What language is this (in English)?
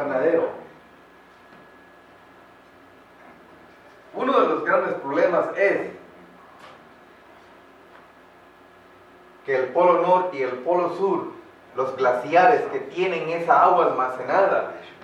Spanish